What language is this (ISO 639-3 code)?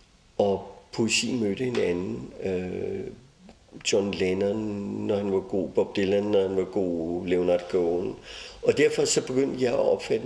dan